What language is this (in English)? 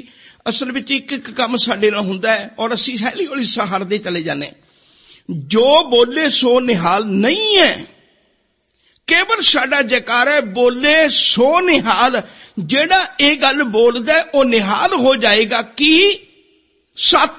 Punjabi